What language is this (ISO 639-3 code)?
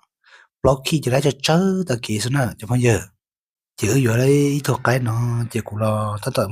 hmn